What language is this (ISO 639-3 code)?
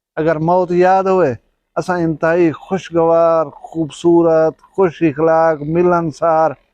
skr